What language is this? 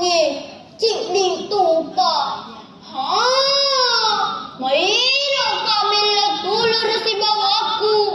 Buginese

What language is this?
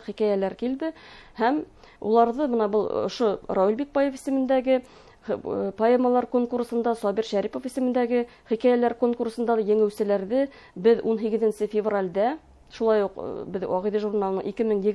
Bashkir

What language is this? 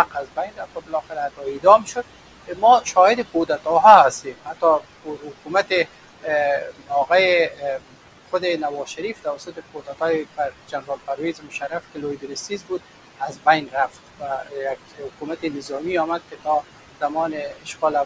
Persian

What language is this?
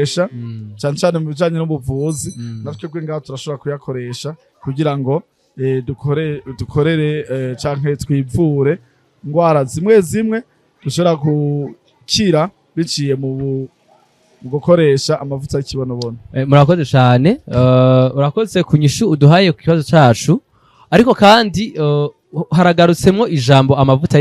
Rundi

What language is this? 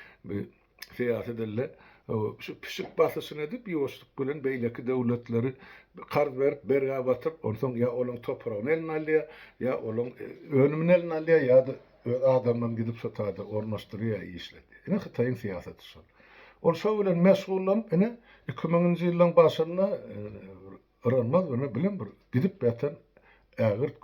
Turkmen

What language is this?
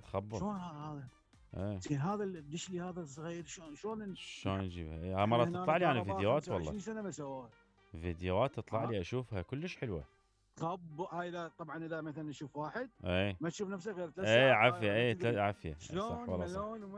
Mesopotamian Arabic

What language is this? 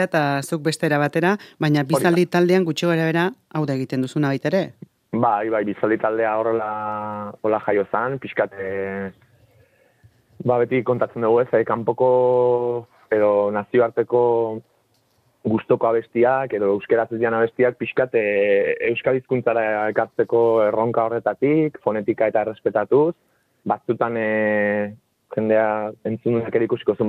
Basque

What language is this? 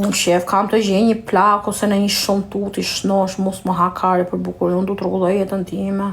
Albanian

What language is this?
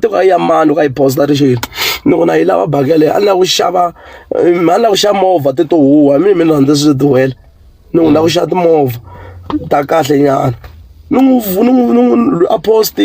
Tsonga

